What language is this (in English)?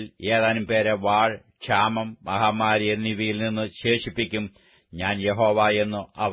Malayalam